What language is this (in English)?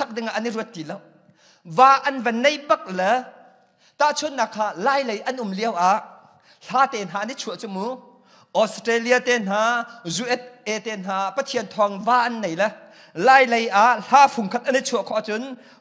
Hakha Chin